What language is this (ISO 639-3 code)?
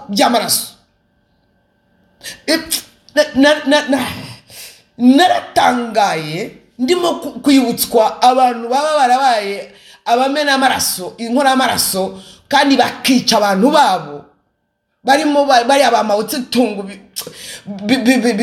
kin